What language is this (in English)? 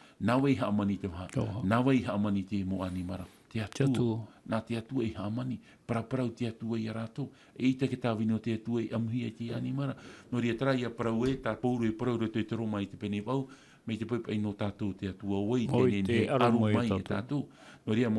Tahitian